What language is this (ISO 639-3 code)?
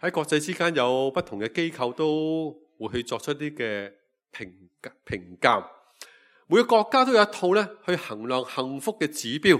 yue